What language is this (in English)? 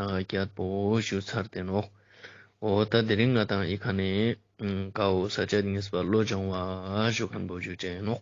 Ladakhi